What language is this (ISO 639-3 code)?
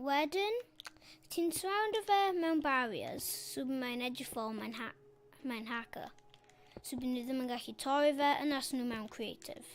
cym